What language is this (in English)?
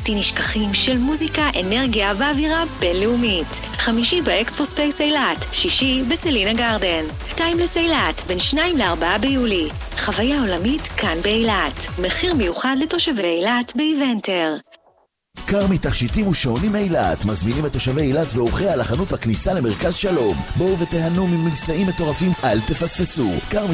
Hebrew